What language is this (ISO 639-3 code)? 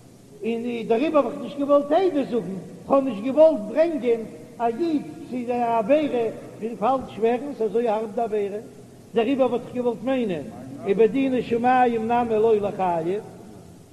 yid